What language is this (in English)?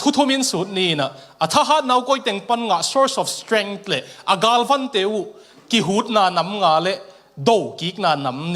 Tedim Chin